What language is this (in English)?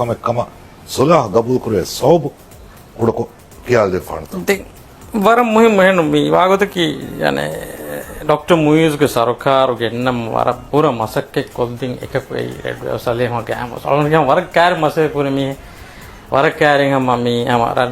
Divehi